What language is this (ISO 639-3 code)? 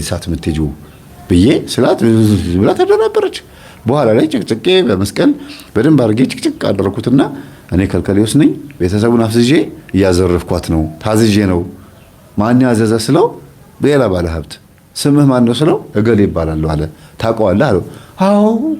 amh